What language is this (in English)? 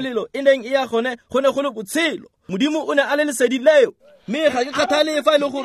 Tswana